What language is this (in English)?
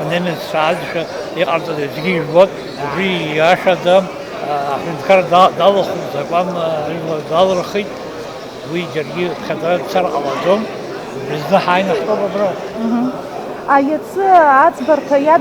Abkhazian